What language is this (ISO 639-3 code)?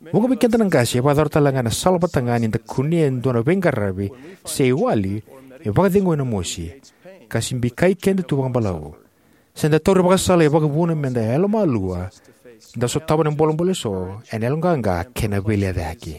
fij